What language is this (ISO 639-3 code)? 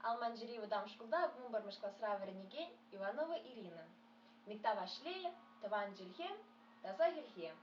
chv